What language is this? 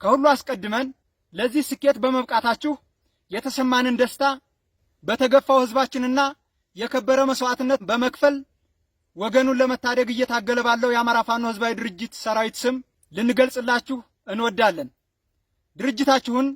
Amharic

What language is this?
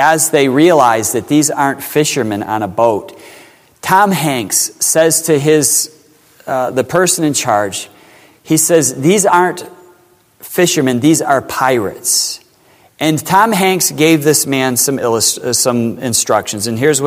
English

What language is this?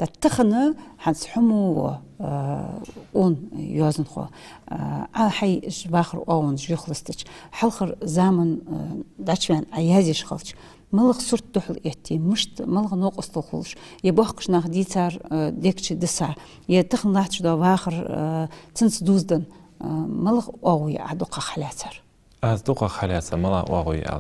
Ingush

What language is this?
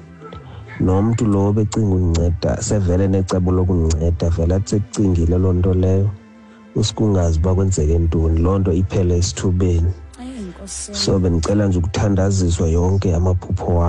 Xhosa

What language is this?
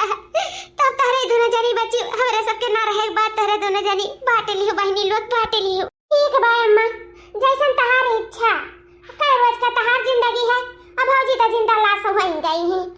Awadhi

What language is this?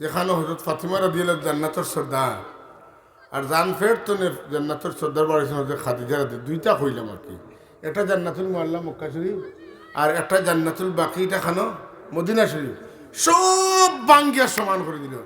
Sylheti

